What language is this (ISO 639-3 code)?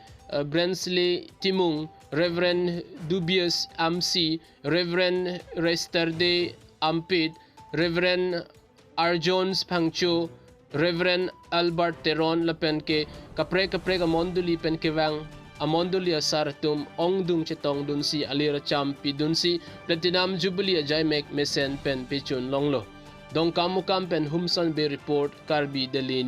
mjw